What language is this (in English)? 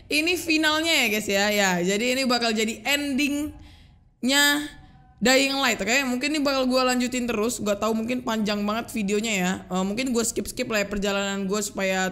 Indonesian